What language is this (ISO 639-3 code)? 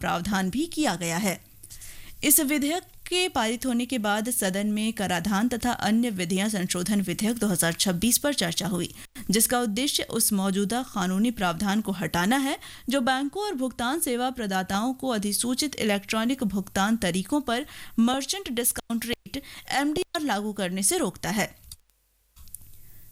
hin